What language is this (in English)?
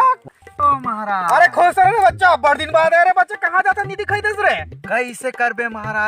Chhattisgarhi